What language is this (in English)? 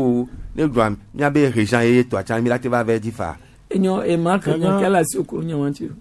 Gen